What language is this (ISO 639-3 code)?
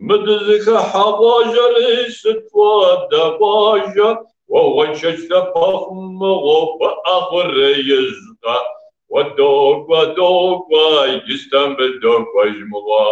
kbd